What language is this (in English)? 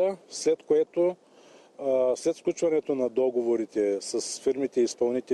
Bulgarian